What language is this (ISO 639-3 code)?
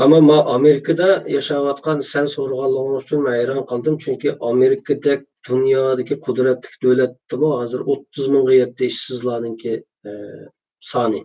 uig